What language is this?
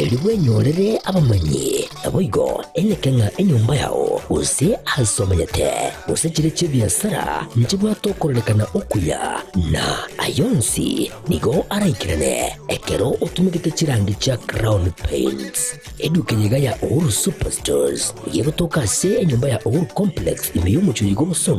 Gusii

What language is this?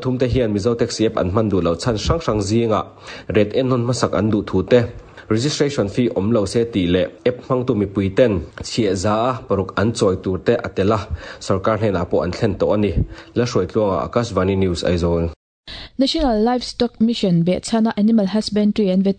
Mizo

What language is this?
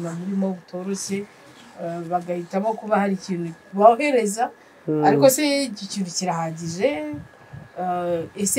Kinyarwanda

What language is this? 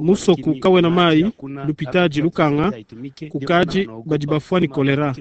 Luba-Lulua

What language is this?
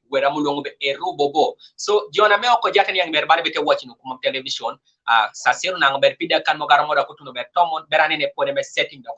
Kumam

